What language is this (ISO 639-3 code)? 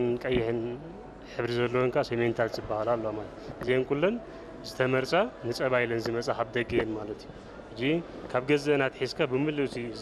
tir